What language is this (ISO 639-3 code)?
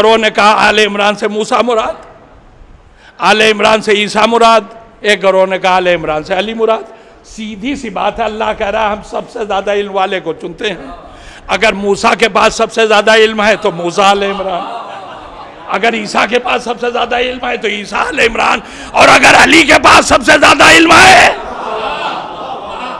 urd